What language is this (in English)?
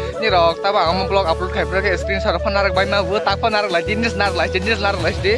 Kok Borok